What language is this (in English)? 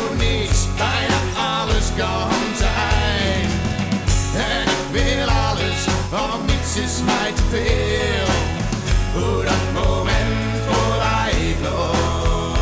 Dutch